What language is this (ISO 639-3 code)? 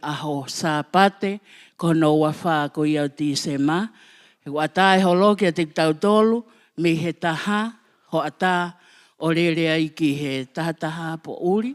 ton